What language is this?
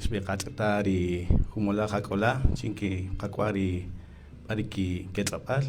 Kaqchikel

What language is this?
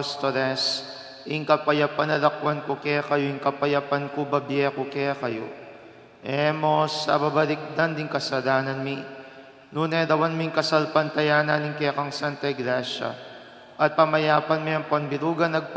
Pampanga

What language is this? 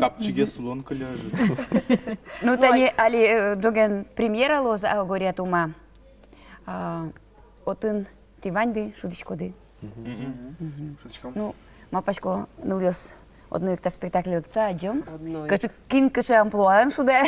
Udmurt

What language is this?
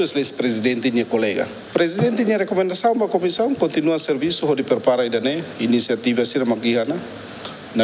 Tetum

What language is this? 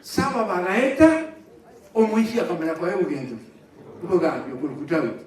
Gusii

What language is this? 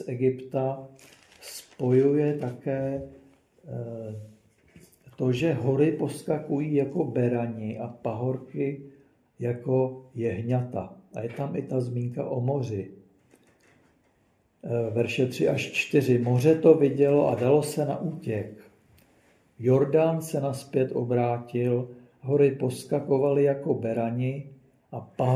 Czech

